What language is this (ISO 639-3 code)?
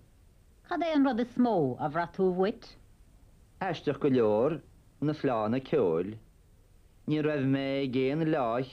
gle